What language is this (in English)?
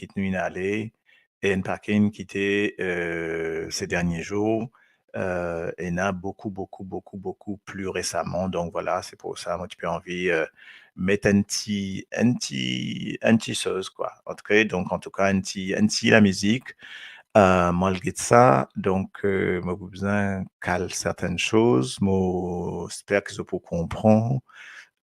Morisyen